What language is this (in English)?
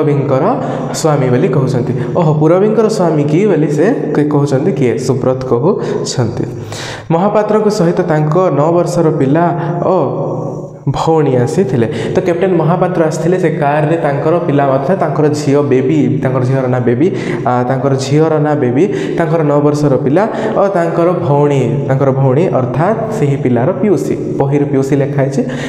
Odia